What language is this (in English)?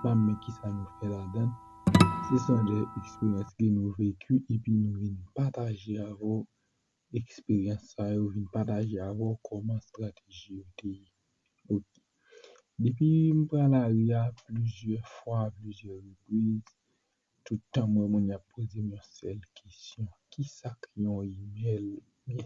Haitian Creole